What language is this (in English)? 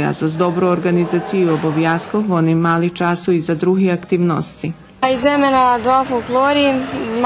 Rusyn